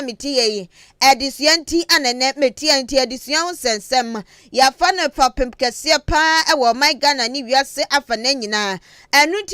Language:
Akan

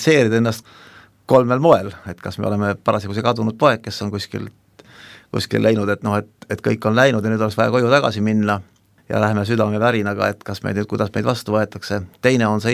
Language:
Estonian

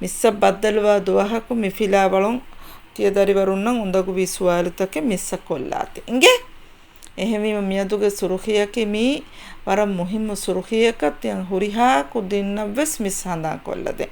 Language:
Divehi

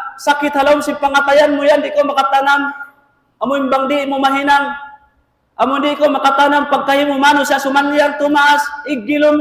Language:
Tausug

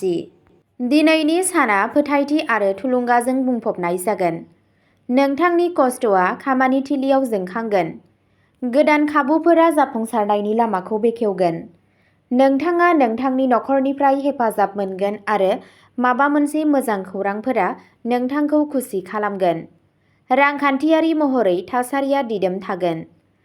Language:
Bodo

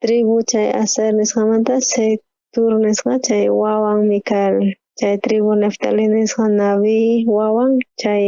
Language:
South Bolivian Quechua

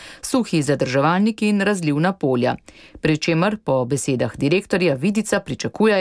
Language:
Slovenian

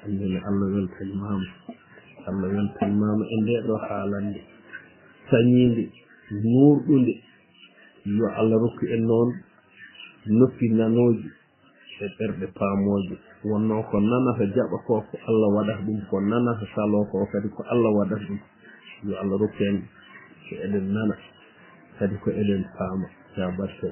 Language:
Fula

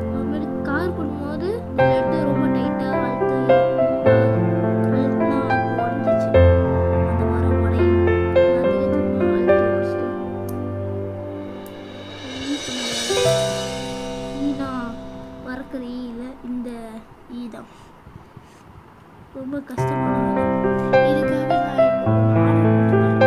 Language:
Tamil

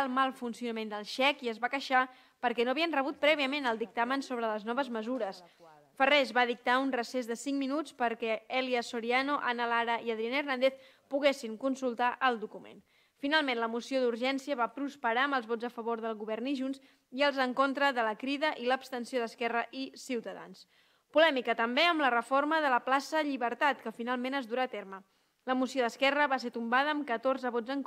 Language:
Catalan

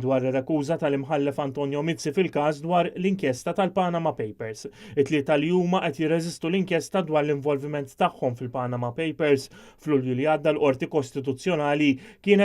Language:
Maltese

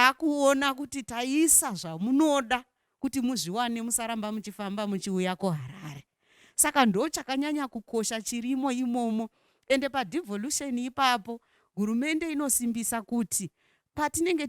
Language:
Shona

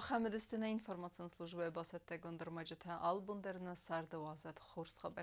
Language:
Ossetic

